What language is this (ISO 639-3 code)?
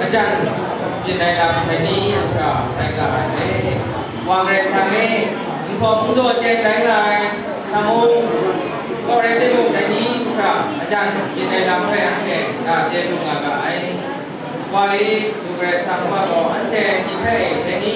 kac